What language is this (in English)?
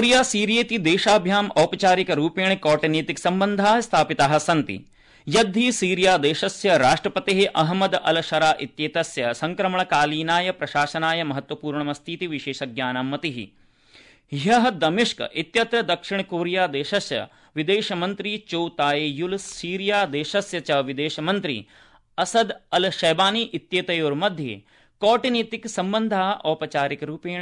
Sanskrit